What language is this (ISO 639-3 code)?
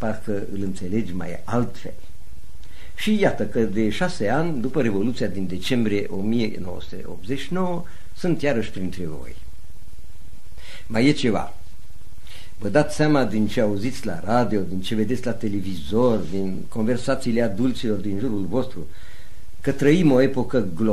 ron